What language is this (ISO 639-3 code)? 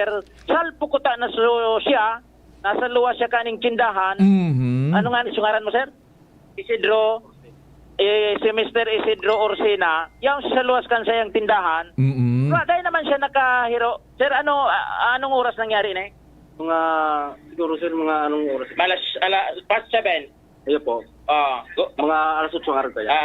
bik